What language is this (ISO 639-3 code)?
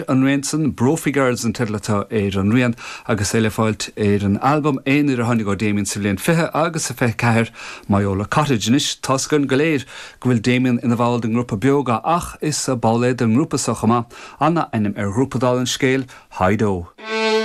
gle